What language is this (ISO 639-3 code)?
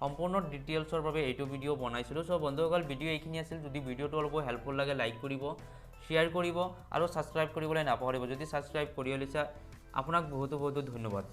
asm